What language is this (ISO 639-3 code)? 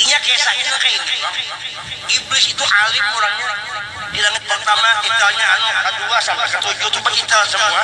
bjn